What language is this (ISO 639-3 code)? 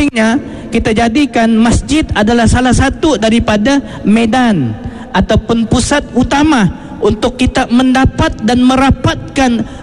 msa